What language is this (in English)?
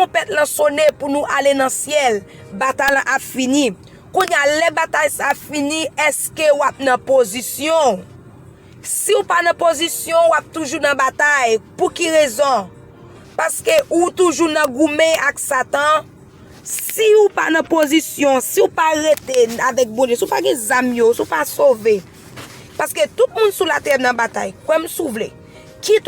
Haitian Creole